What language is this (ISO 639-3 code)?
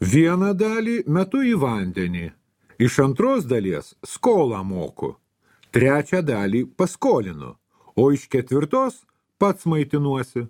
lit